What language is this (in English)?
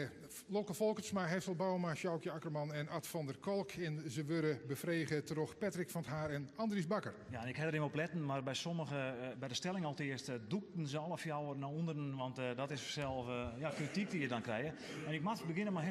Western Frisian